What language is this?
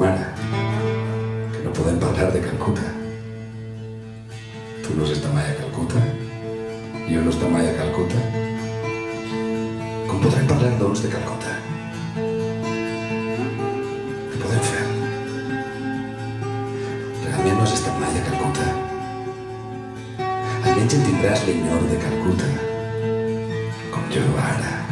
Catalan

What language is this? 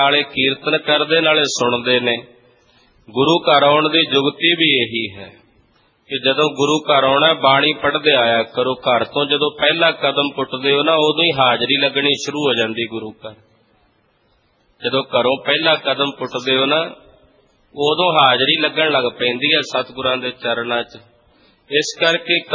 Punjabi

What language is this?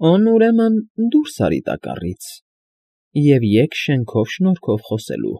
Armenian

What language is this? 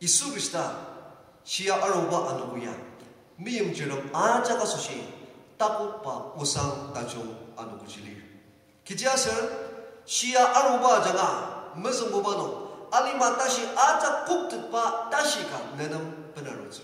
Ao Naga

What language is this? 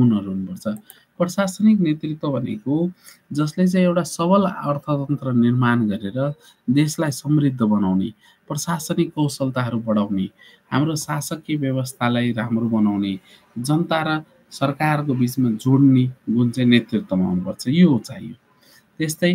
Nepali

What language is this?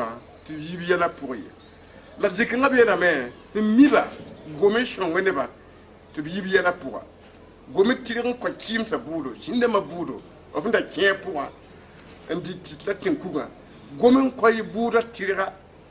Mossi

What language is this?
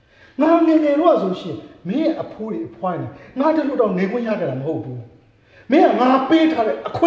Burmese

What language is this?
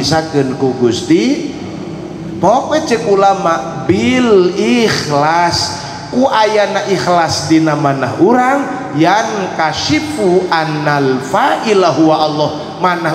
Sundanese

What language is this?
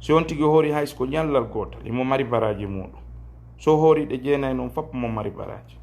Fula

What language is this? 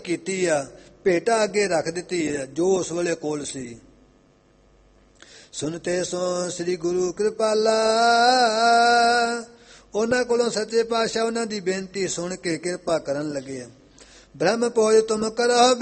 Punjabi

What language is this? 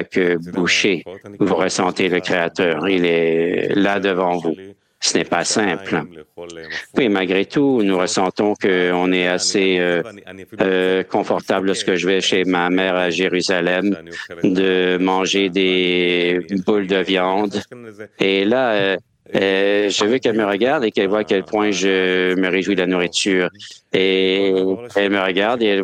French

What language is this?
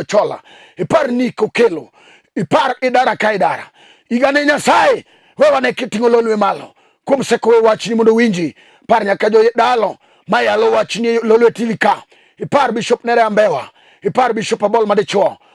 Luo (Kenya and Tanzania)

